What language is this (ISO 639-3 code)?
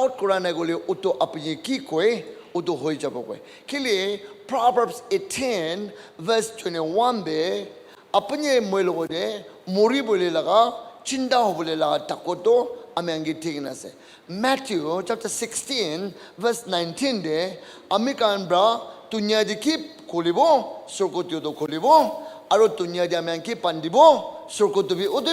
nag